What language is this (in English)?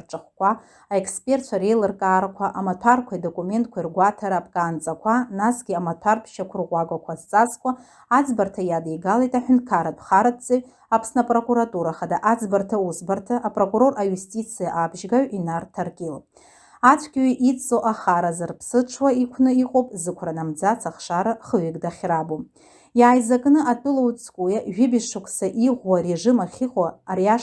Abkhazian